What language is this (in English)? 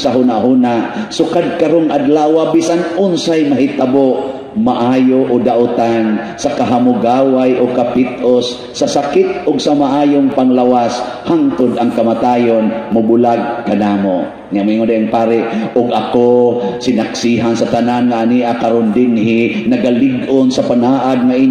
Cebuano